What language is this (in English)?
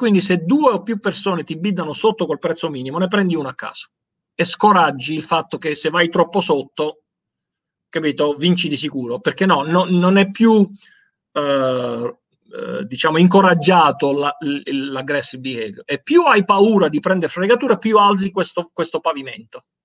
Italian